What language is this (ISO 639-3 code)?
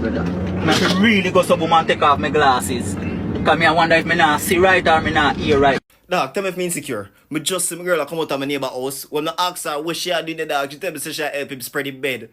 jam